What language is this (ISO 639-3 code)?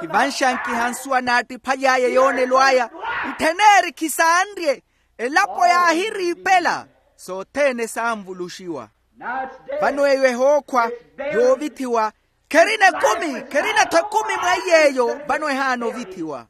vmw